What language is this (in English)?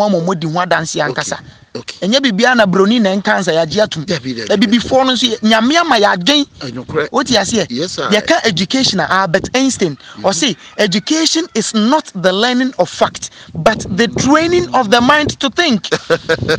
Akan